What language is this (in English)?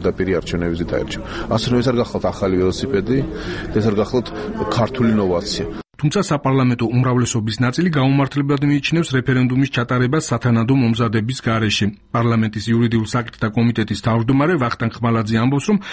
Georgian